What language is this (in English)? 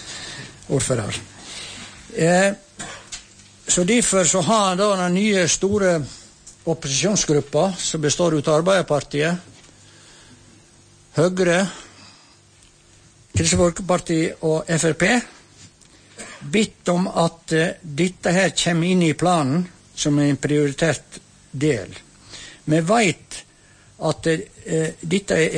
Norwegian